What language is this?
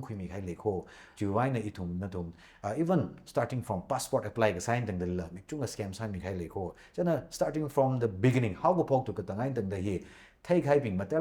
Tangkhul Naga (India)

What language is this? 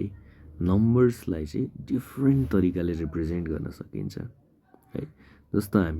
Nepali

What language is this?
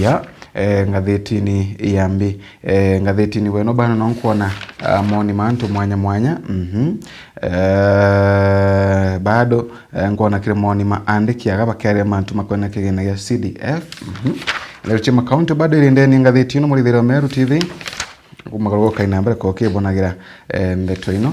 Meru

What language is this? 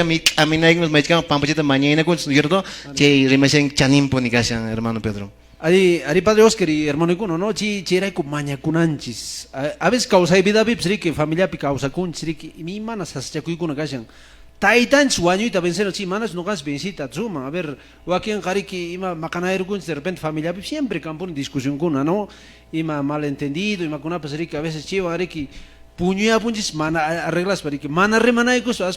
Quechua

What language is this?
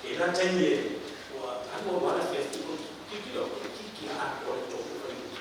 Samoan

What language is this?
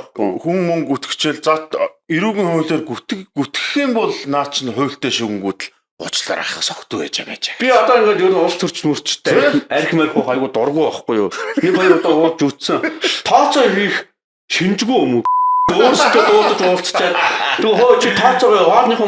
Mongolian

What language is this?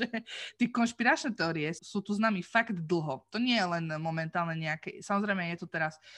Slovak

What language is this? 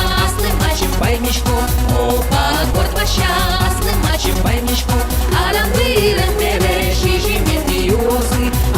Udmurt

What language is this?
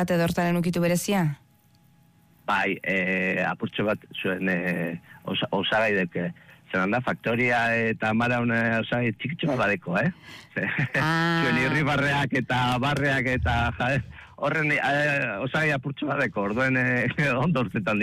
Basque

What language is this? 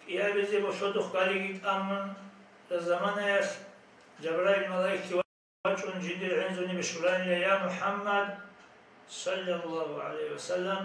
Avaric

